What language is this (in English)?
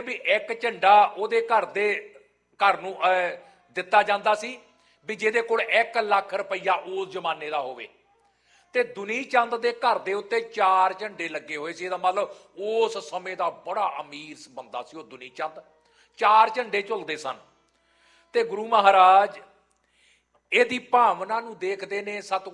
Punjabi